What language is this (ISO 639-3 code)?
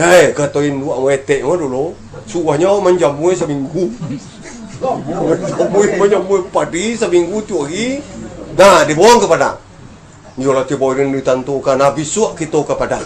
min